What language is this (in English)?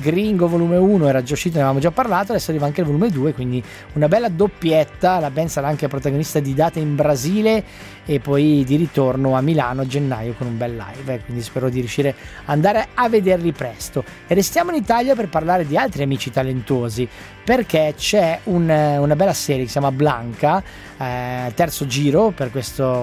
Italian